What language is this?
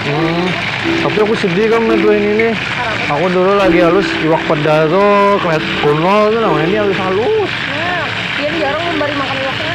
Banjar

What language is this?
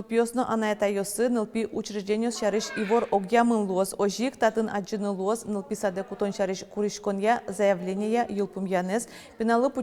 Udmurt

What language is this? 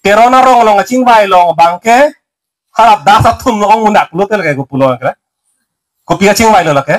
Karbi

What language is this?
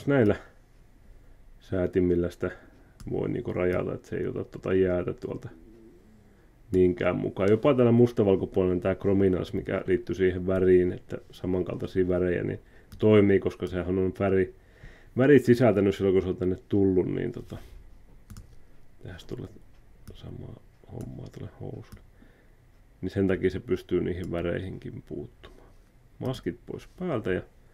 Finnish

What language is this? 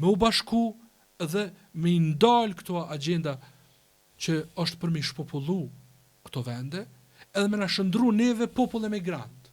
Albanian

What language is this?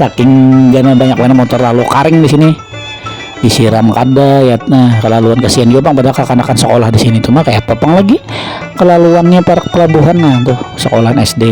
Banjar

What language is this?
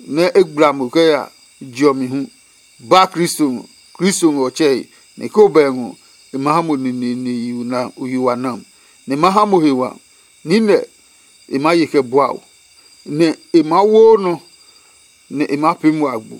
Adangme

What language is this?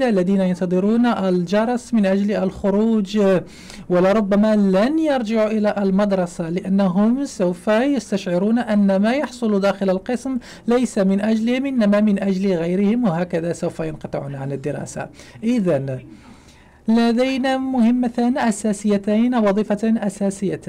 Arabic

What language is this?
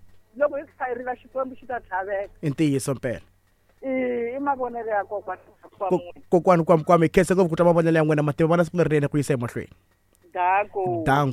Tsonga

